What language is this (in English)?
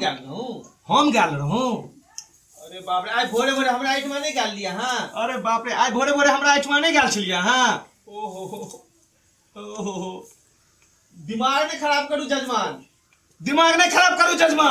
Maithili